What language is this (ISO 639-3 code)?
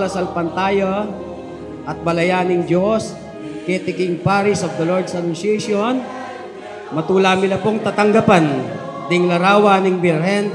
pam